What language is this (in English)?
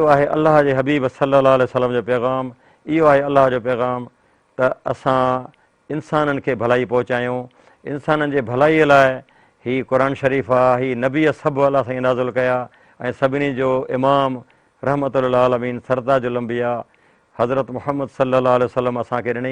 Sindhi